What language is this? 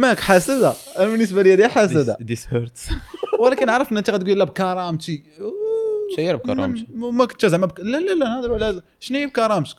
Moroccan Arabic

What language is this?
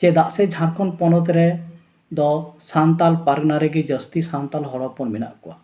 Santali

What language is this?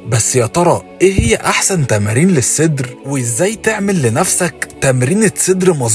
Egyptian Arabic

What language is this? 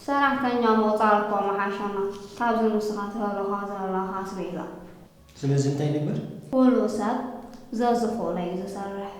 Tigrinya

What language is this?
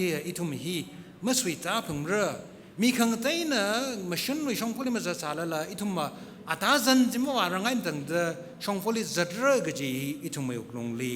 Tangkhul Naga (India)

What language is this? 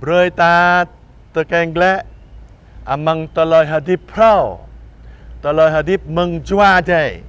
Jarai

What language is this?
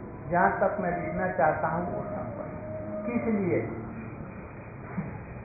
Hindi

